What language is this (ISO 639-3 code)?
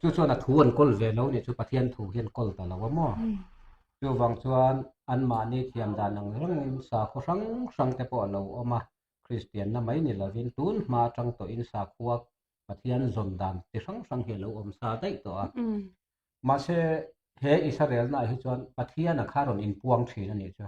lus